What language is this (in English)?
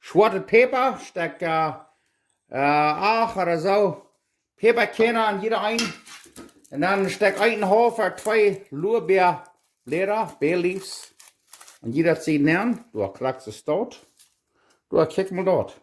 Plautdietsch